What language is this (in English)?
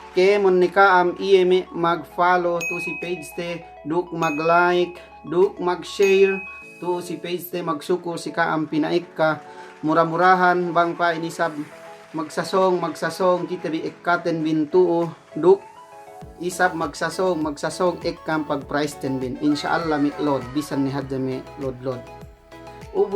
Yakan